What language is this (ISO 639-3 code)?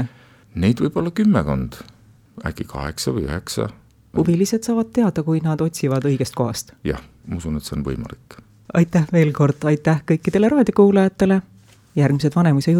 est